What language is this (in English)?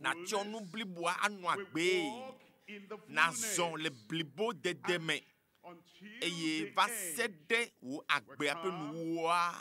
Ewe